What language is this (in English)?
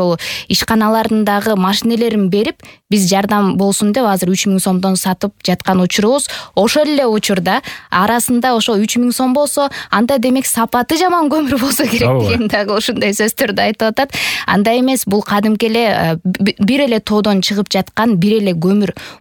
Kyrgyz